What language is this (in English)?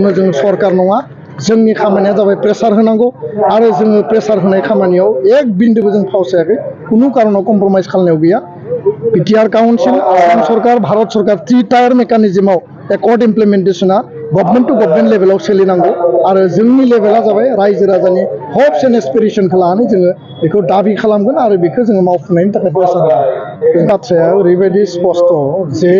Bodo